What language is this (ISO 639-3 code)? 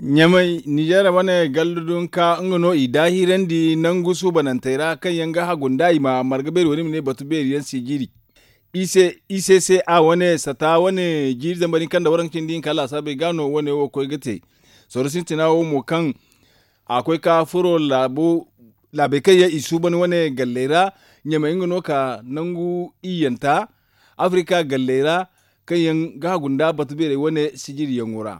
dje